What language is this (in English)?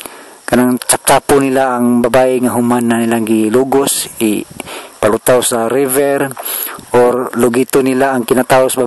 Cebuano